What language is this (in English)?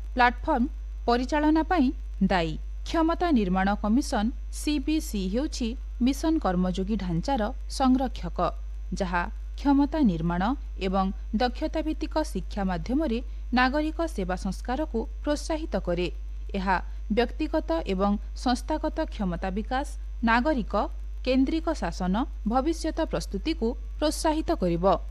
Odia